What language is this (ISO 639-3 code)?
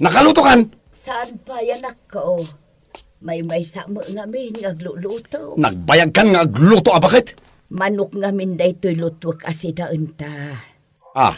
ilo